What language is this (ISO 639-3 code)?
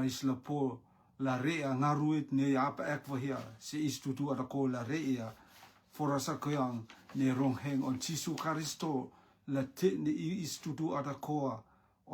rtm